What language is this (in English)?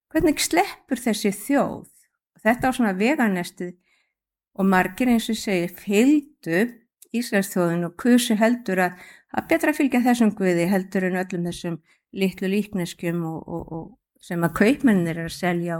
Icelandic